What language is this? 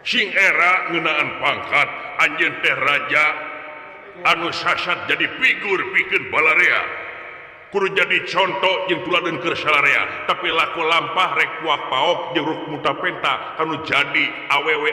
Sundanese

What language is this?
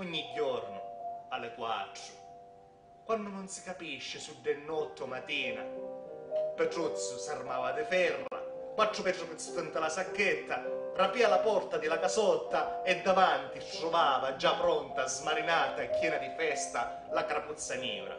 Sicilian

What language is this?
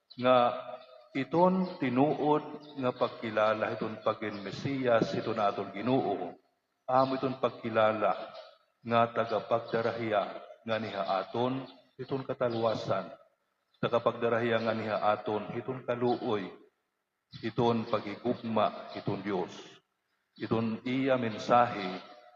Waray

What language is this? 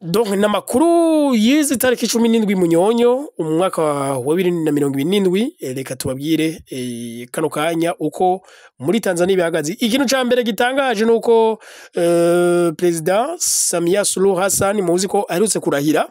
Rundi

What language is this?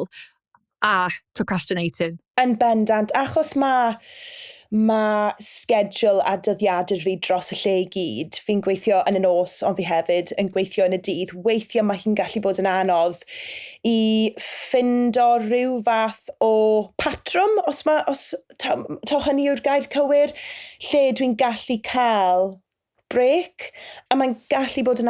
Welsh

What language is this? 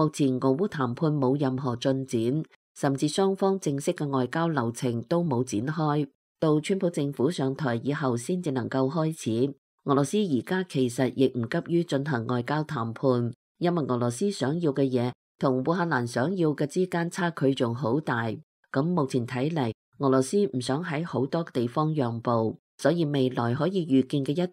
Cantonese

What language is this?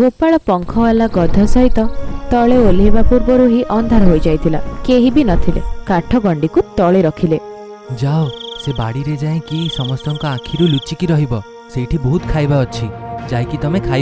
Odia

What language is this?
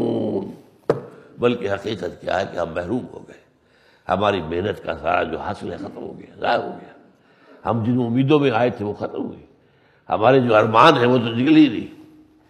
Urdu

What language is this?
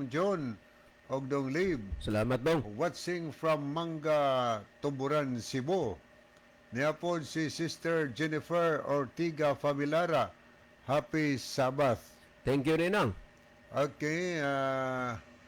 Cebuano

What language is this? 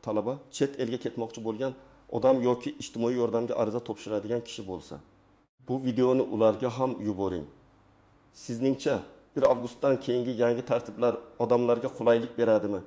Uzbek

